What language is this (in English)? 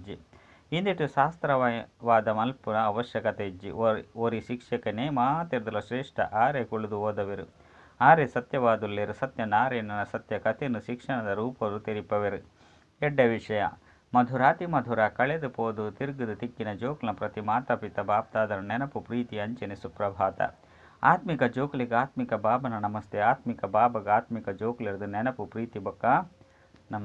Tulu